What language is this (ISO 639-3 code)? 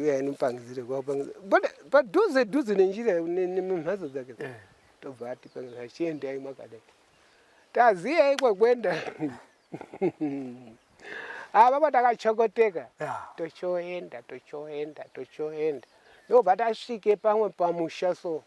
sna